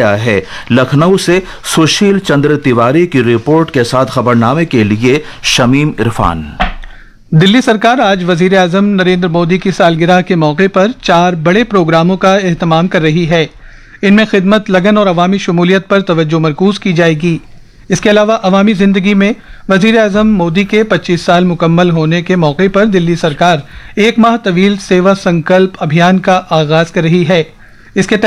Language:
Urdu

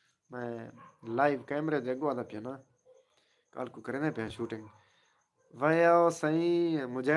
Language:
Saraiki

